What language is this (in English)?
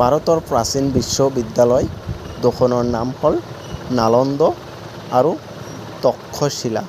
Assamese